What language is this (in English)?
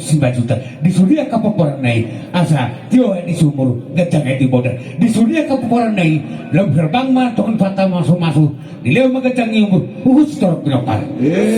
Batak Toba